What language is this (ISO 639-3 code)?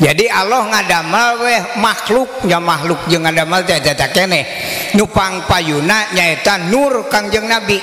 sun